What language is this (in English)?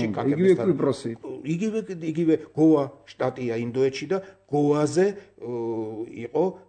Georgian